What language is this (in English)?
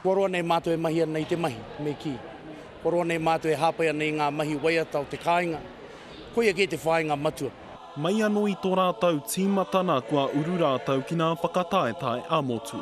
Māori